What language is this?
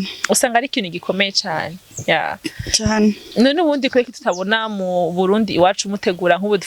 Rundi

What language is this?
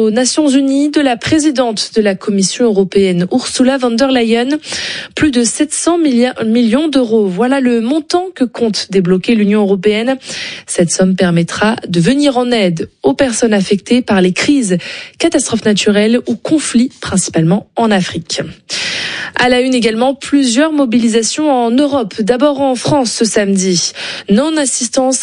French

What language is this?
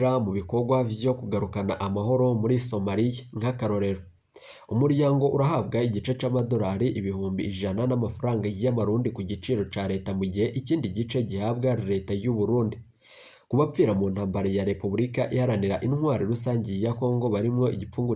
Rundi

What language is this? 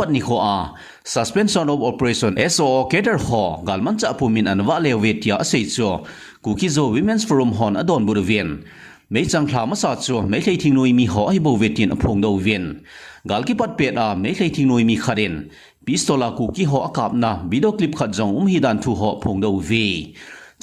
Thado Chin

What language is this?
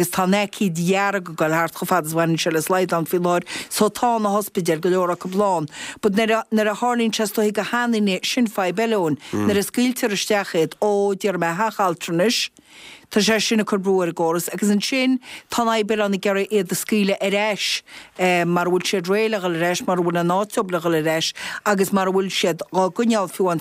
Irish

